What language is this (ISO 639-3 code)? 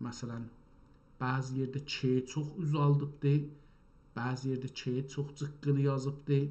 azb